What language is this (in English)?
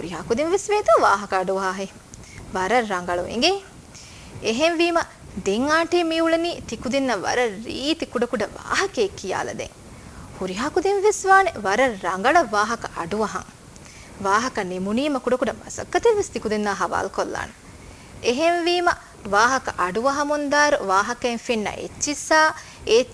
Divehi